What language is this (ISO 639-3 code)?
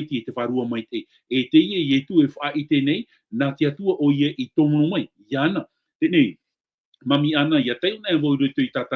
tah